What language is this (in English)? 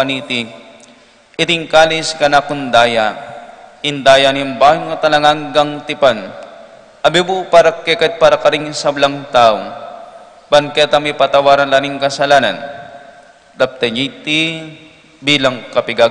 Pampanga